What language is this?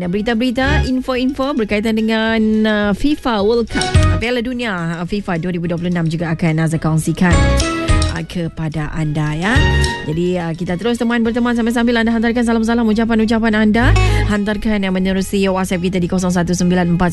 Malay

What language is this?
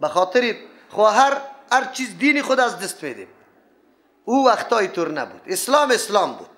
Persian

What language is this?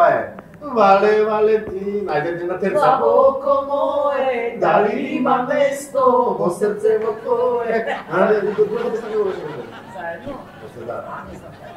Macedonian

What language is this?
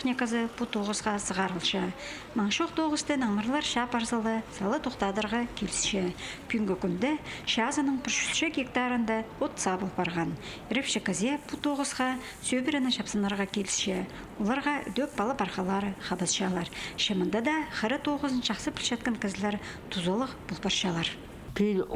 Khakas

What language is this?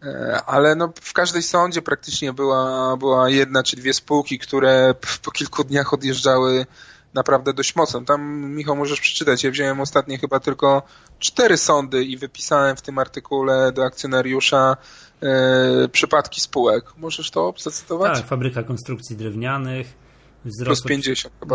Polish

